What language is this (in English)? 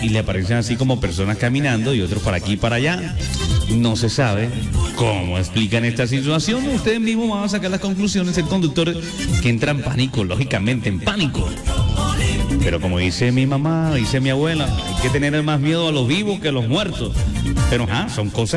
Spanish